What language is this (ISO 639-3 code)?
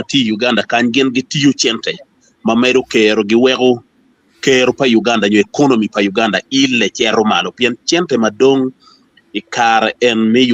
ach